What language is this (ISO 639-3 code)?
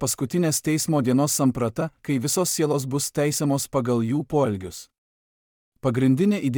lit